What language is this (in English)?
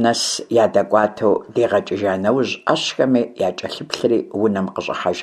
Kabardian